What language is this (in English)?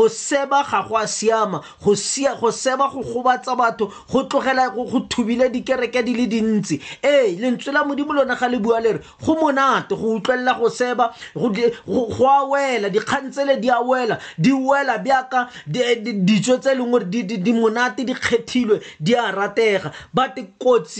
Tswana